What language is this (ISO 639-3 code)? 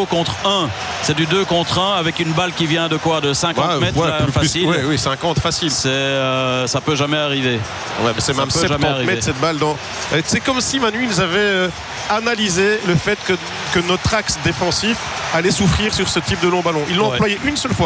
fra